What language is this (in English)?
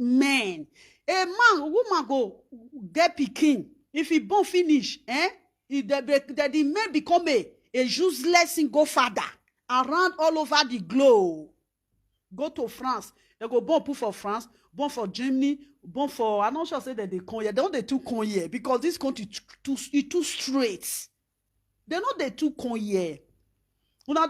Nigerian Pidgin